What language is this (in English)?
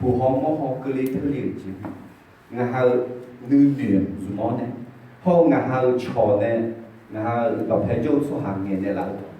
Akha